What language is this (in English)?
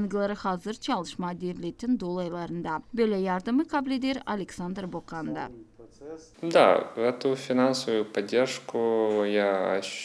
Gagauz